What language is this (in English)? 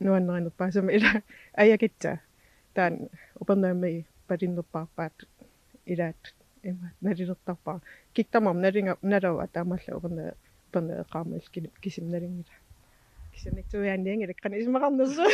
Kalaallisut